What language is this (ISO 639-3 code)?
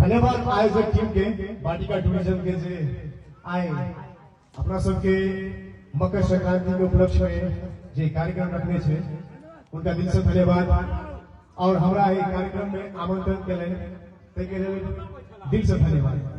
mai